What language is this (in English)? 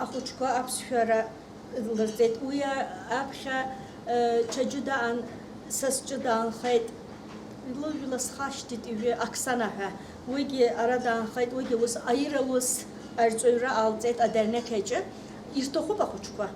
Abkhazian